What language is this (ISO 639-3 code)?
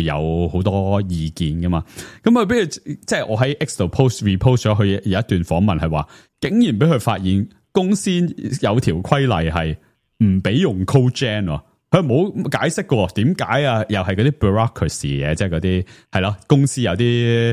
yue